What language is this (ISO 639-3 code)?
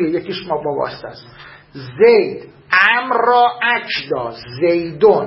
fas